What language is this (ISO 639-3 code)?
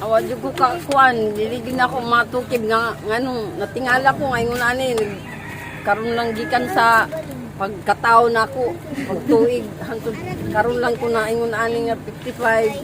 ceb